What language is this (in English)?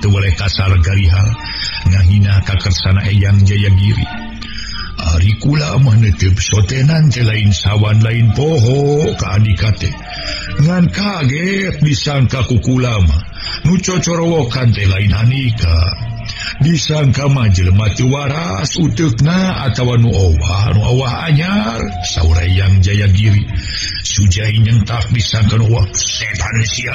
Sundanese